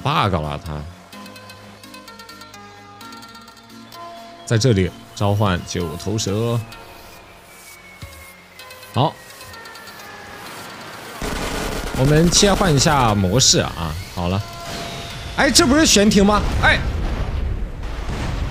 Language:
Chinese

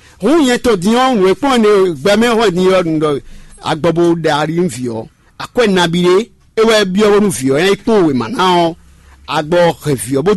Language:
Fon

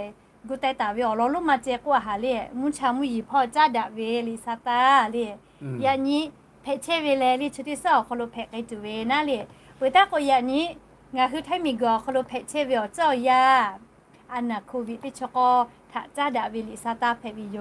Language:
Lahu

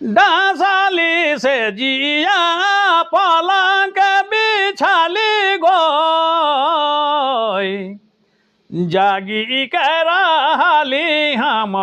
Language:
Sadri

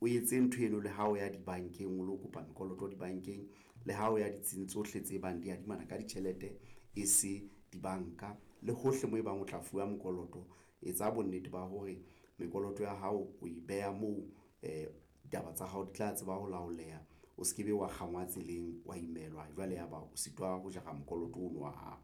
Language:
Southern Sotho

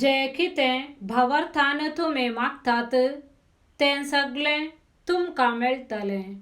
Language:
Konkani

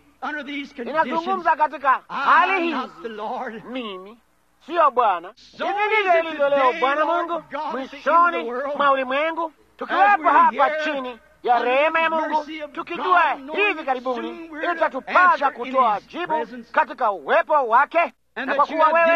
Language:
Swahili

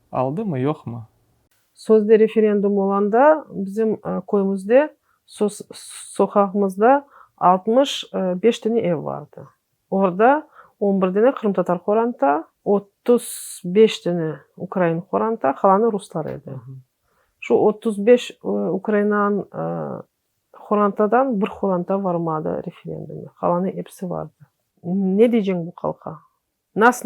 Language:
Crimean Tatar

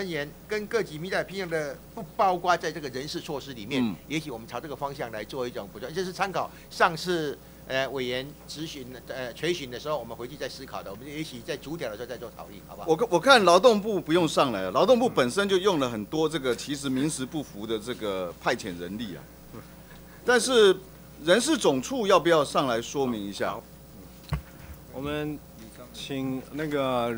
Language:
Chinese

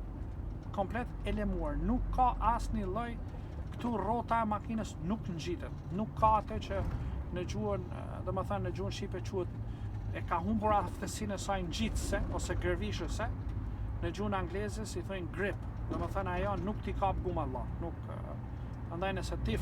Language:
Albanian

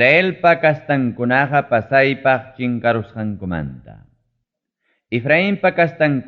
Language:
Ayacucho Quechua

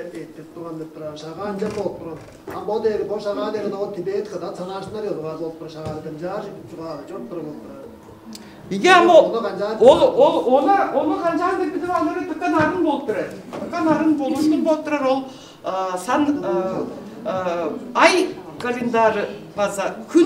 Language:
Tuvinian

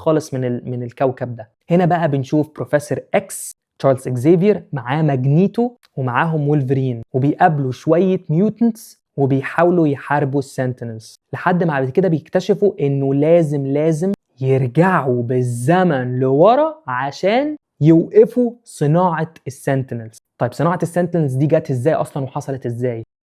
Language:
Egyptian Arabic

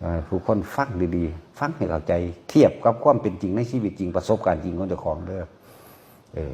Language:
Northeastern Thai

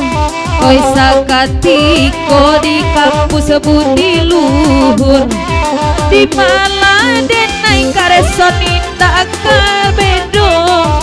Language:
Minangkabau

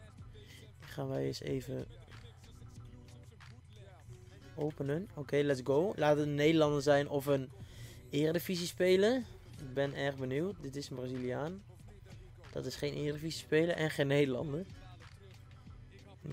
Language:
Dutch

